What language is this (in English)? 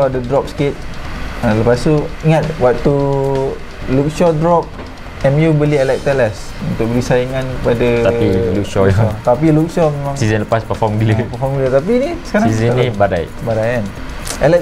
Malay